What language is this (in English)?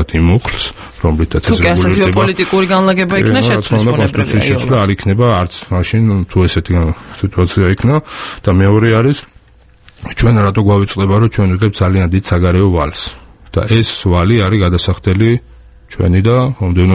Georgian